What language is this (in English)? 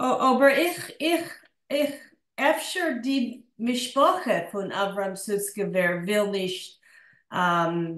Yiddish